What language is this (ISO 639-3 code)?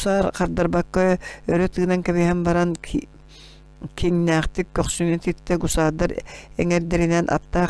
sah